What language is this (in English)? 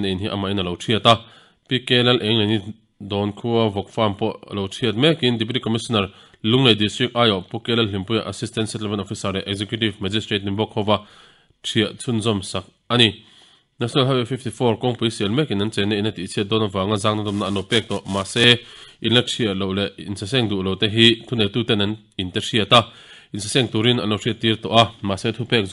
Mizo